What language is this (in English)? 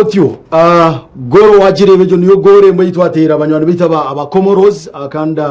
Nyankole